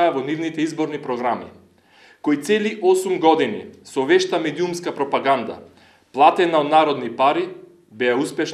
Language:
Macedonian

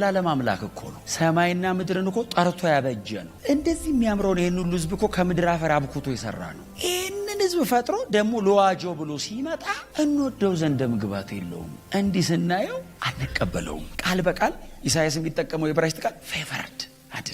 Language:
Amharic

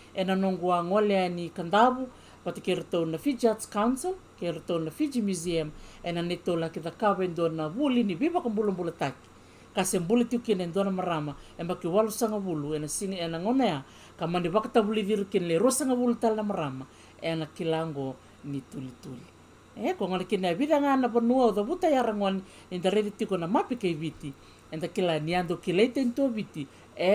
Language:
Fijian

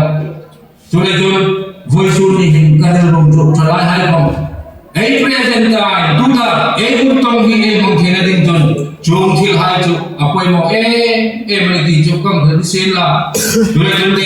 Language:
Hmar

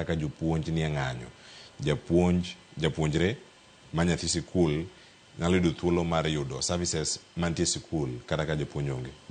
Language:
Luo (Kenya and Tanzania)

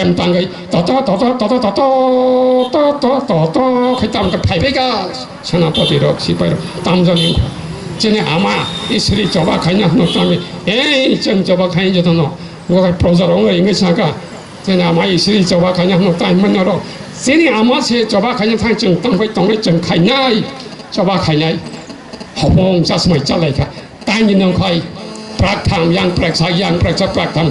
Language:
Kok Borok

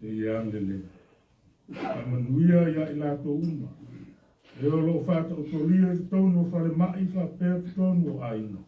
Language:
Samoan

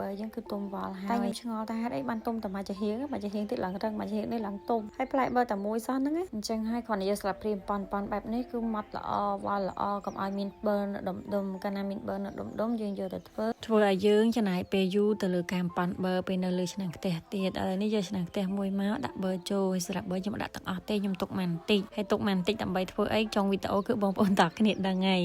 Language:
Khmer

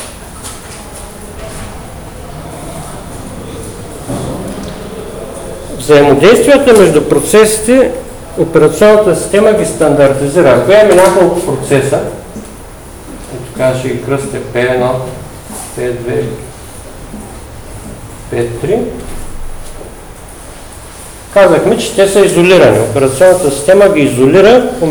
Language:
Bulgarian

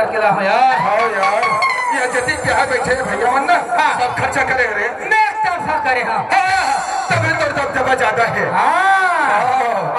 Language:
Chhattisgarhi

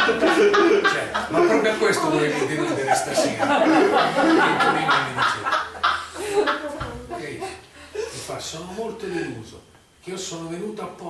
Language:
Italian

